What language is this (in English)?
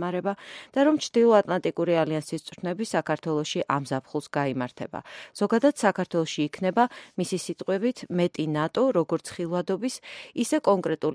Georgian